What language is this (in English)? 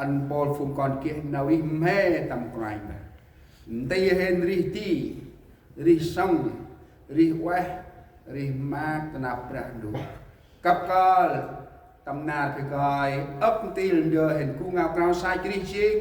Central Mnong